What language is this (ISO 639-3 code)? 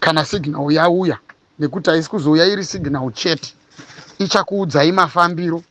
sna